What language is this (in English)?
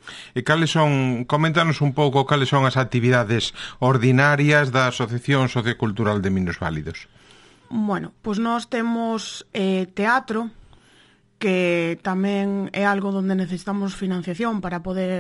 Galician